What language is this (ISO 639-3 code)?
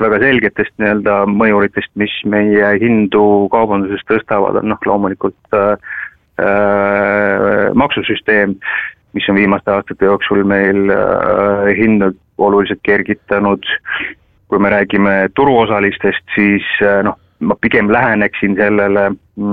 est